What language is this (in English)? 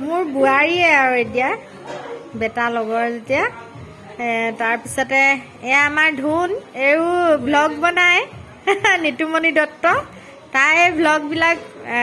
Assamese